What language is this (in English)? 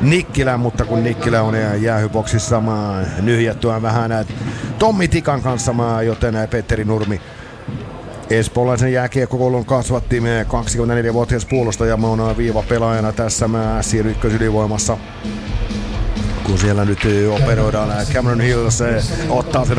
Finnish